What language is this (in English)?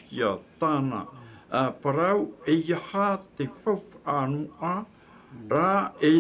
Tahitian